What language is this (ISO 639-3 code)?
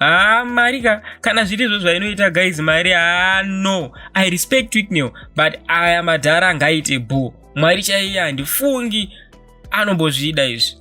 sna